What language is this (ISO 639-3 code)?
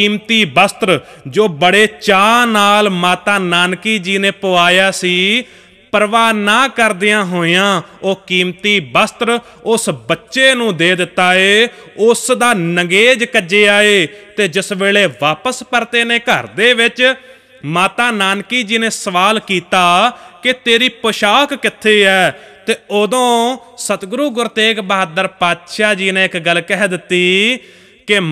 pan